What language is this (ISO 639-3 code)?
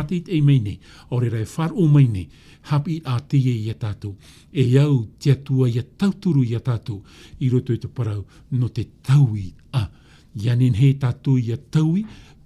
tah